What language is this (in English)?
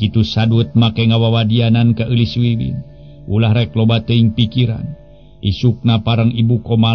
Sundanese